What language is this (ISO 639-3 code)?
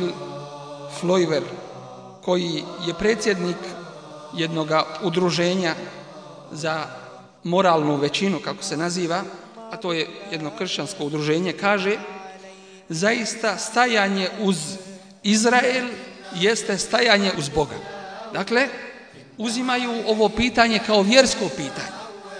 bos